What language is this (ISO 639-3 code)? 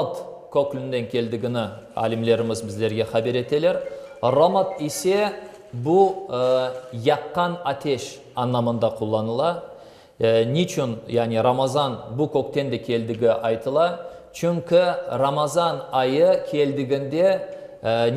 crh